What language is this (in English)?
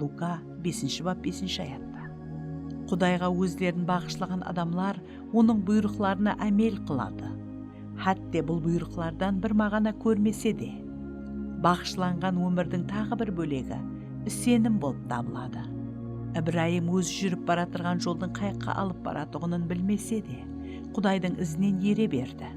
Kara-Kalpak